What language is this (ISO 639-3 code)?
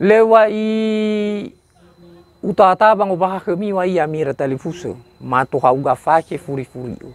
nia